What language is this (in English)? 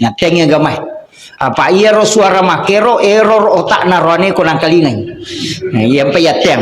Buginese